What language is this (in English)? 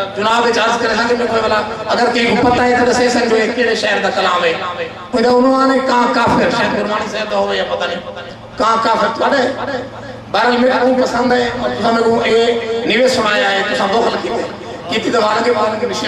Saraiki